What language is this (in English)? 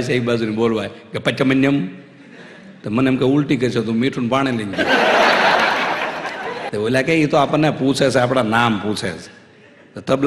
Gujarati